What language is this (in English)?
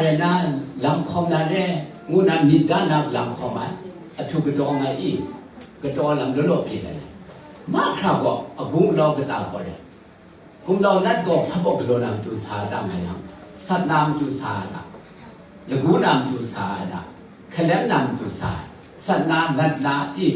Kachin